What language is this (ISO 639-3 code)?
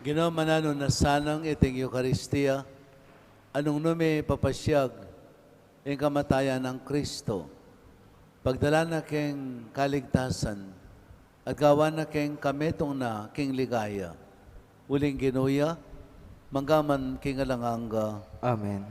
pam